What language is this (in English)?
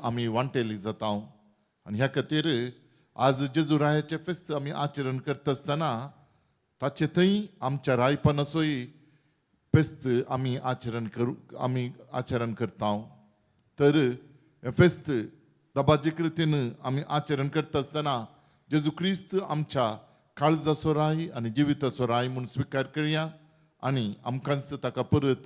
Konkani